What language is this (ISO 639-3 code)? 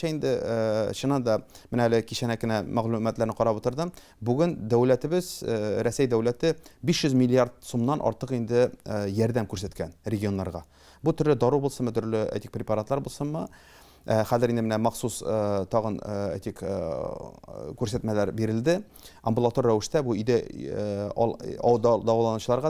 tat